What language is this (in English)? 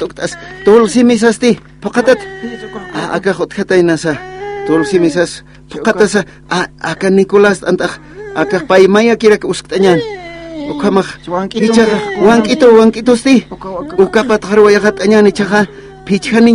Aymara